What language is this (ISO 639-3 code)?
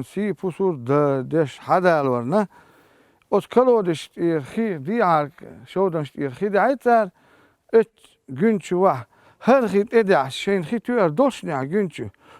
che